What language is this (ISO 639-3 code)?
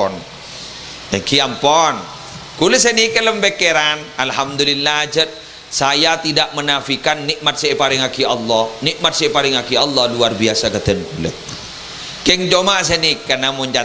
mad